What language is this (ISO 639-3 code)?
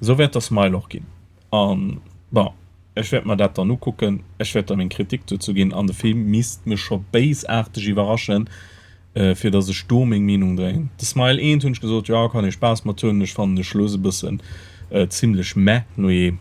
ltz